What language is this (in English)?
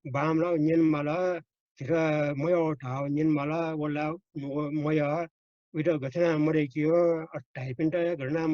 Newari